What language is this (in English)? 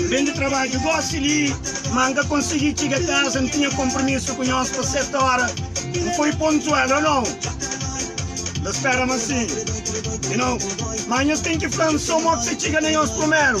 Kabuverdianu